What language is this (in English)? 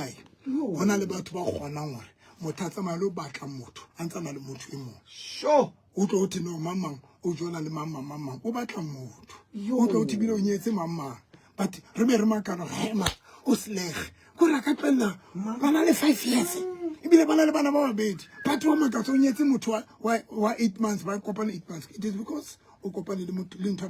Southern Sotho